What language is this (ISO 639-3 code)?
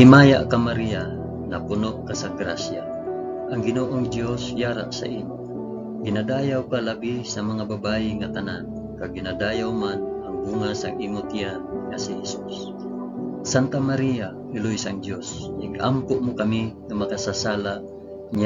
hil